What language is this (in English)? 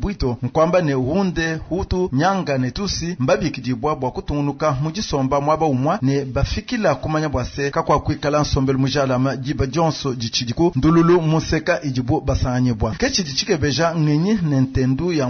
Luba-Lulua